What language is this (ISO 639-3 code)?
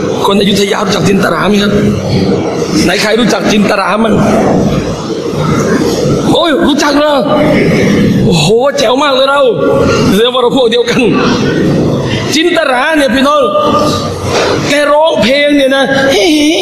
tha